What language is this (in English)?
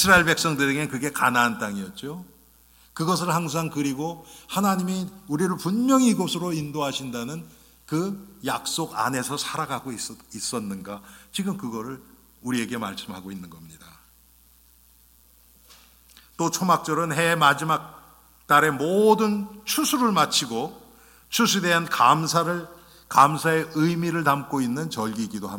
Korean